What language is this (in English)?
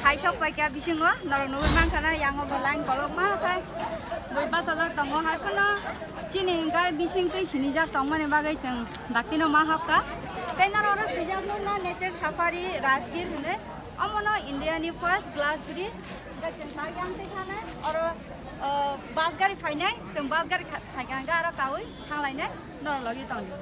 Kok Borok